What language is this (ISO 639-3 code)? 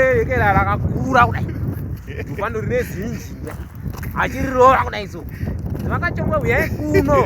sna